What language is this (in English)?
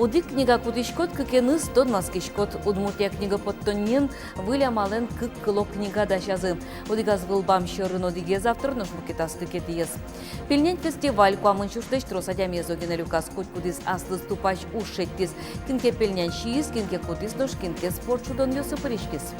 Udmurt